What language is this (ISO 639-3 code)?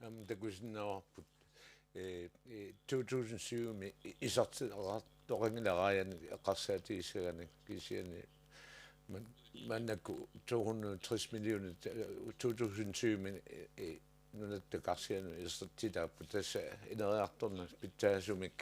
kal